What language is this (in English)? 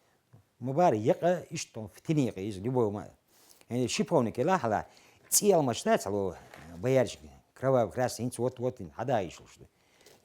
Chechen